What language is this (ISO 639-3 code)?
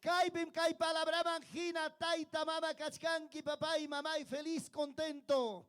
quy